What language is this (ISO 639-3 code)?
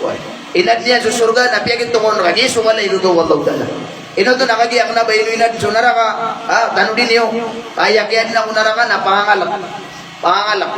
mrw